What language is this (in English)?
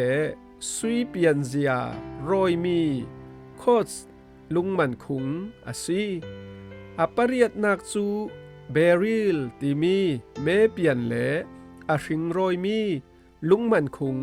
Falam Chin